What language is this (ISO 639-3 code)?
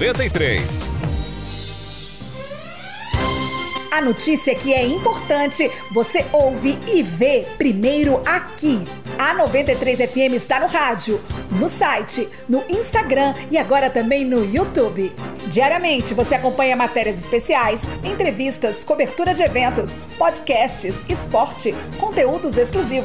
por